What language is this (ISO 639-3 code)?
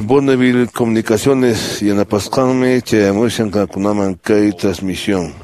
que